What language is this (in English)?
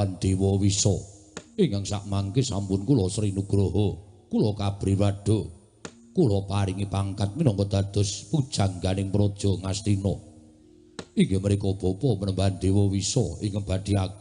Javanese